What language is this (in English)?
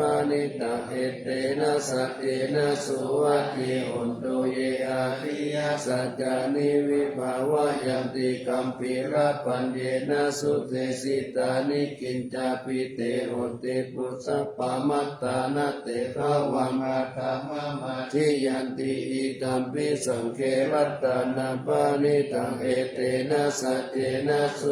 Pali